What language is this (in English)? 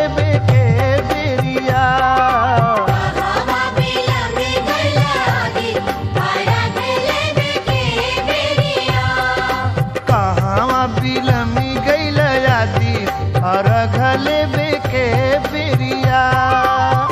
Bhojpuri